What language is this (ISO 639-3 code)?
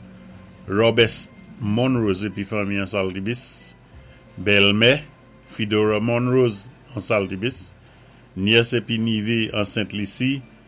acf